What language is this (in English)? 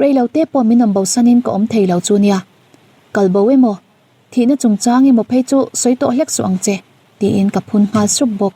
Mizo